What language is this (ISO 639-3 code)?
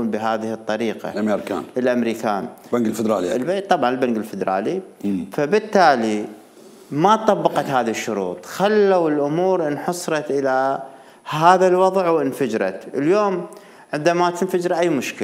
acm